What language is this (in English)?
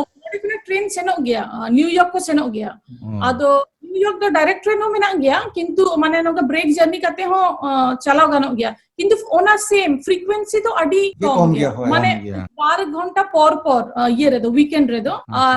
Santali